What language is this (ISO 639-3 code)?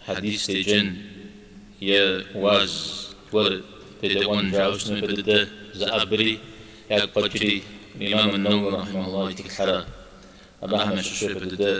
kbd